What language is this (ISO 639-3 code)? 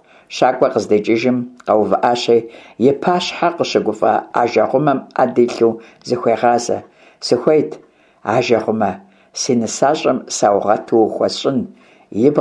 kbd